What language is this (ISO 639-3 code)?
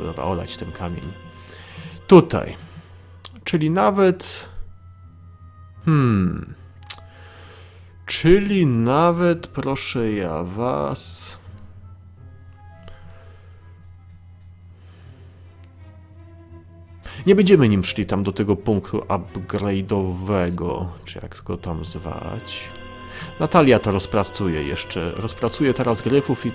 pol